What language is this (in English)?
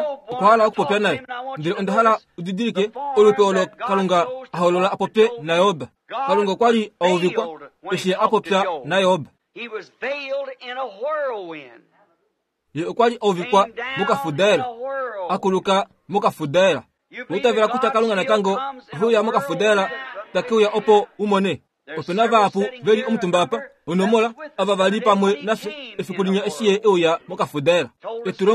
Kuanyama